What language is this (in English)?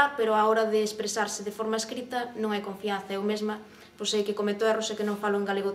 Galician